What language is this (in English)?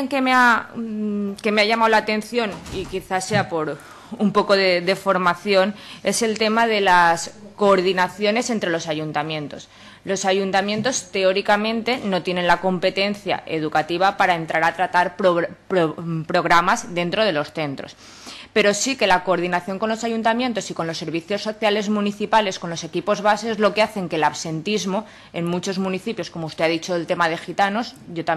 Spanish